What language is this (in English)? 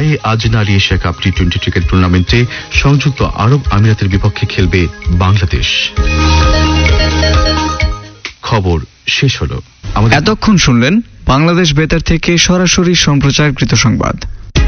Bangla